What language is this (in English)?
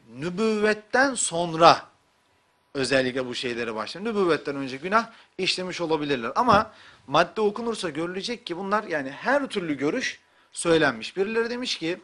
Turkish